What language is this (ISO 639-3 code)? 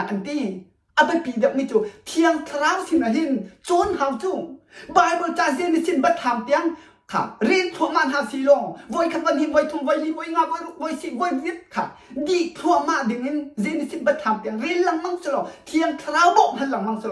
cnh